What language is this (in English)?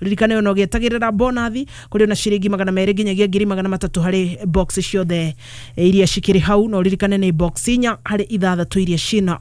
Kikuyu